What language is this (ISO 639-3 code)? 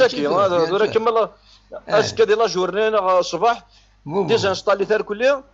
kab